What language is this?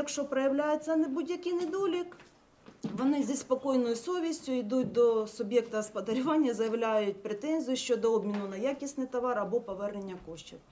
Ukrainian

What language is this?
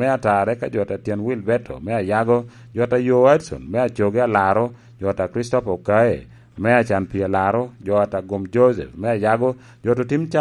Lango (Uganda)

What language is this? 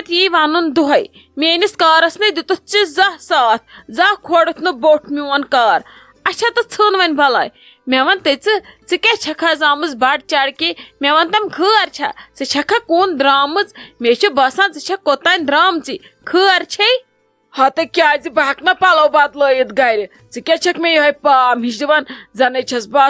Kashmiri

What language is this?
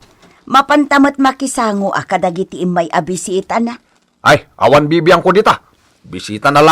Iloko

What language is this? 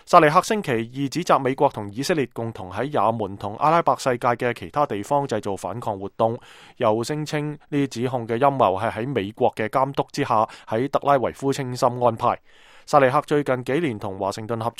Cantonese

